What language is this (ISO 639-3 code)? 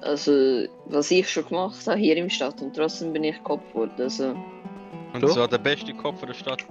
gsw